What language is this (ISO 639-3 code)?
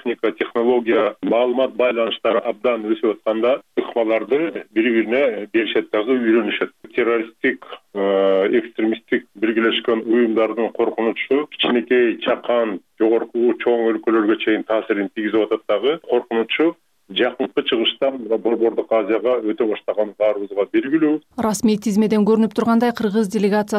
kir